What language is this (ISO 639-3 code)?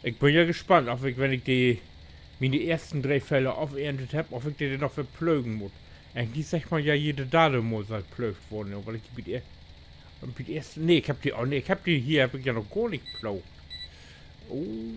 nds